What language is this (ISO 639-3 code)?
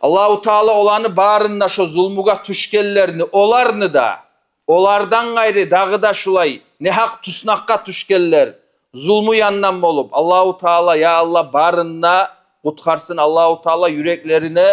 kum